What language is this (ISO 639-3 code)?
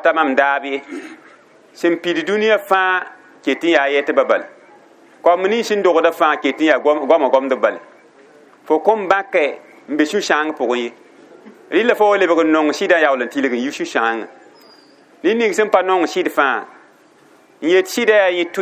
mos